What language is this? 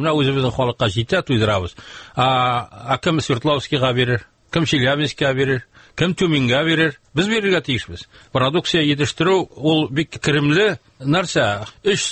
Tatar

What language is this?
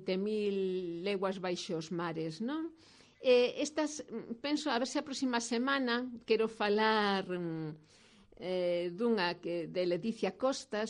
Galician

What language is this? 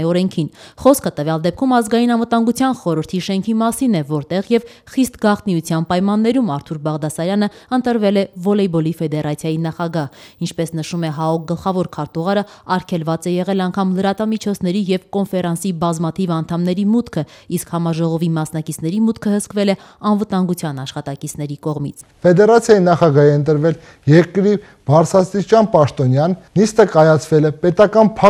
Armenian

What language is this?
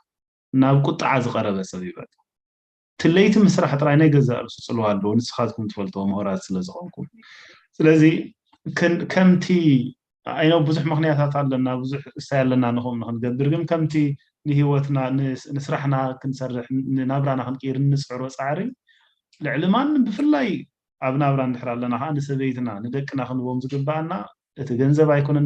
Tigrinya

